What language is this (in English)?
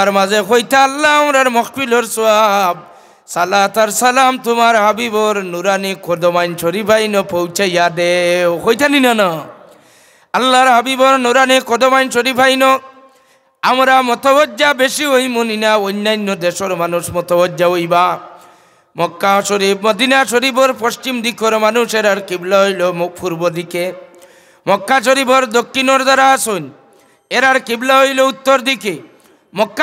Sylheti